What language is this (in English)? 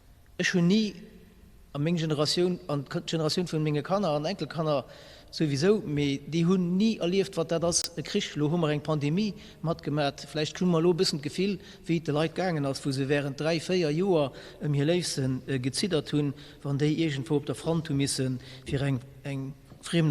Luxembourgish